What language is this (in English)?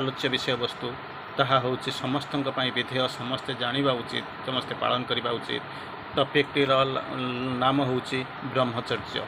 Odia